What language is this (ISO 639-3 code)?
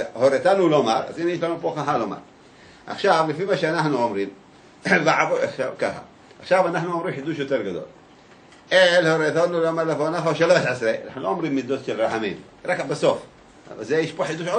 heb